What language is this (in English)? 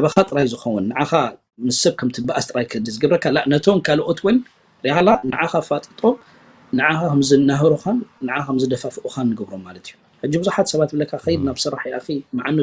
Tigrinya